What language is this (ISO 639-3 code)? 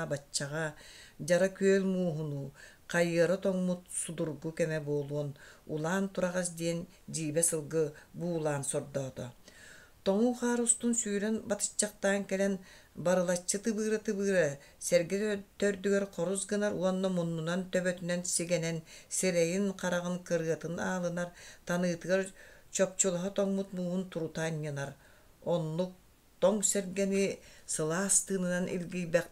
sah